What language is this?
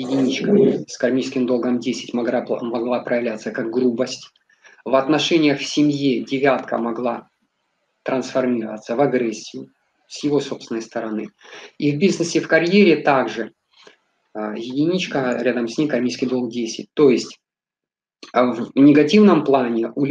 Russian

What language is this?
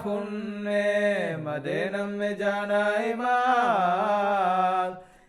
Divehi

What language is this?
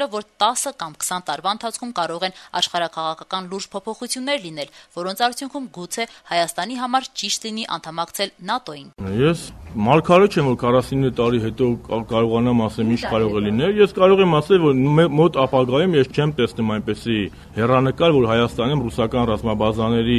Armenian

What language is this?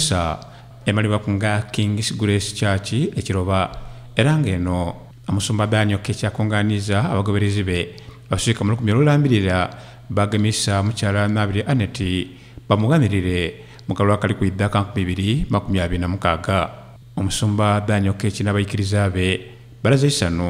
Soga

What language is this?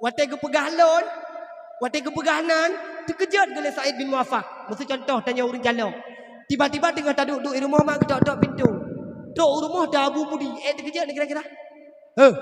Achinese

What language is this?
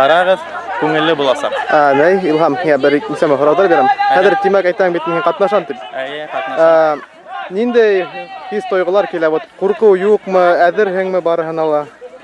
Bashkir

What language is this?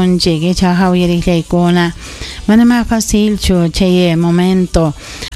Ayacucho Quechua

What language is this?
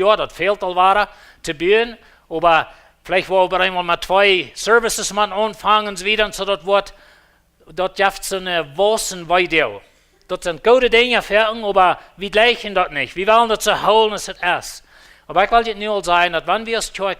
Plautdietsch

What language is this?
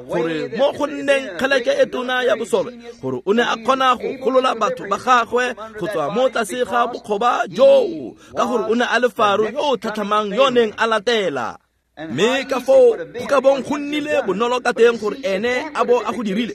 Tswana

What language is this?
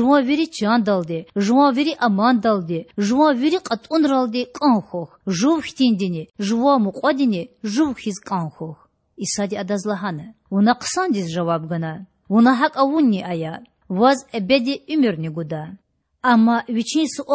Lezghian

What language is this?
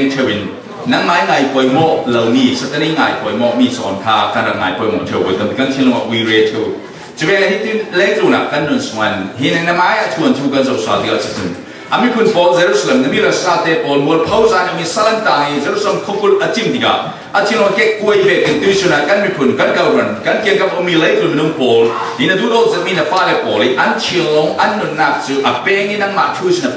Falam Chin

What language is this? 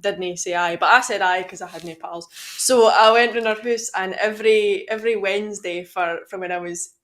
Scots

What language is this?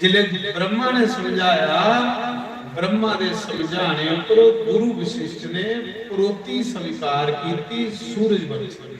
Dogri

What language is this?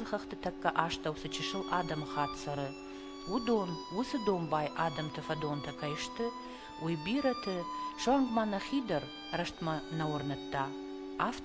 Ossetic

